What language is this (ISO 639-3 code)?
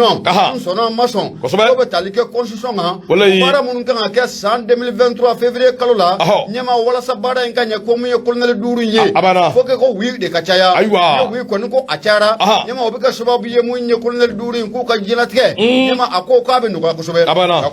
bam